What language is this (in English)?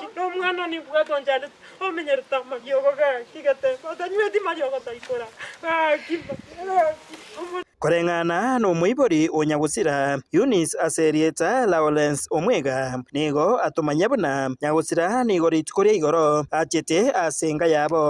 Gusii